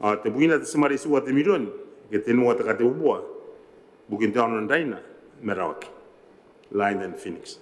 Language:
Gilbertese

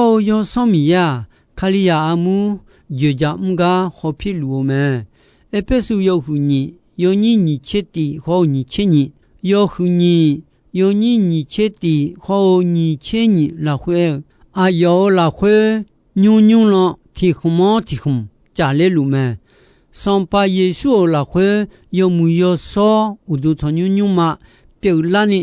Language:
Akha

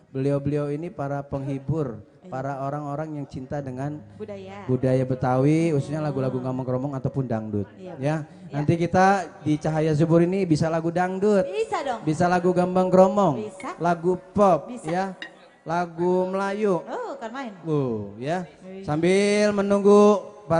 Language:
Betawi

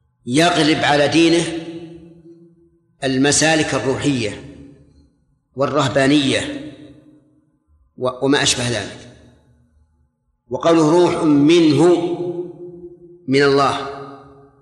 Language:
Arabic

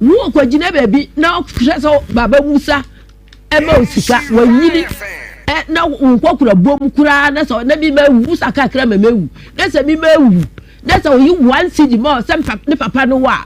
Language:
Akan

